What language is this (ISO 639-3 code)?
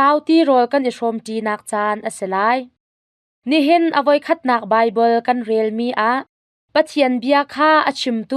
cnh